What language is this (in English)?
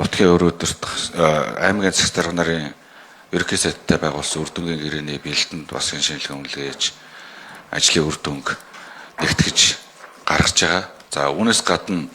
Mongolian